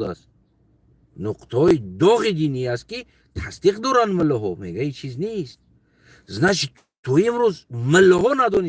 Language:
Tajik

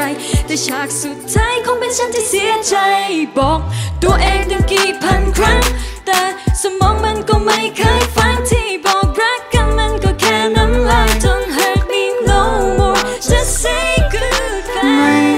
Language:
Thai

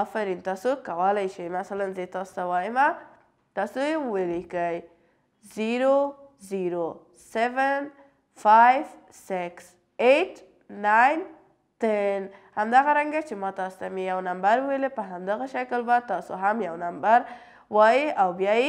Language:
Pashto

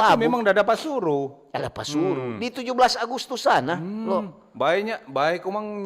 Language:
Manado Malay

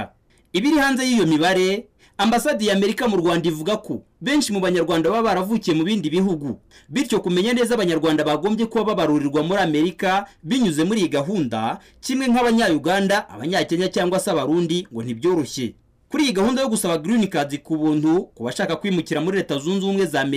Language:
Kinyarwanda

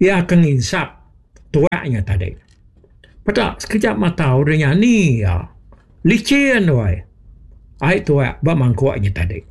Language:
Iban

